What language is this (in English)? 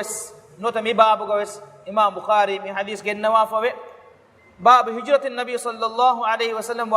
Divehi